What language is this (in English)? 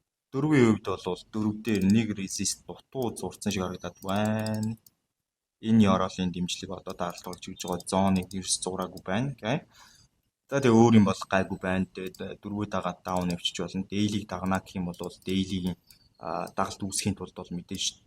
Mongolian